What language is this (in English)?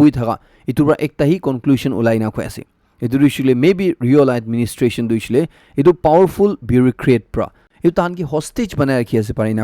Naga Pidgin